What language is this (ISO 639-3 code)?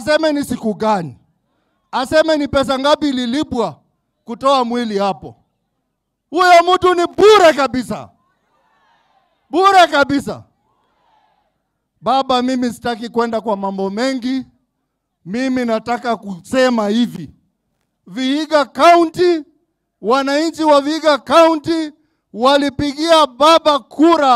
swa